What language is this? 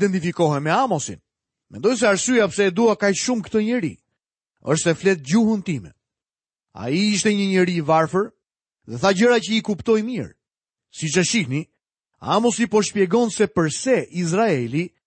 Albanian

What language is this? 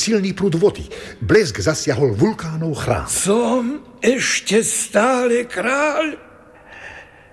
Slovak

